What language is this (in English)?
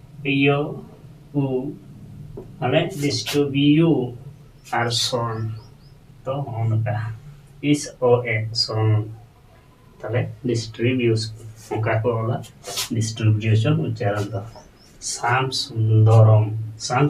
Santali